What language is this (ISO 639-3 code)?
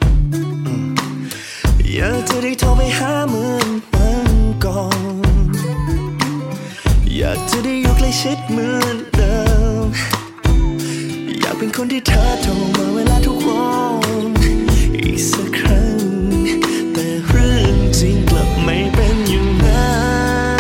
tha